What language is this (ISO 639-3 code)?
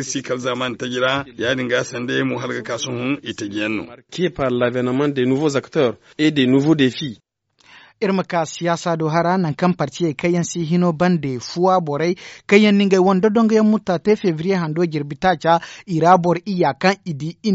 dje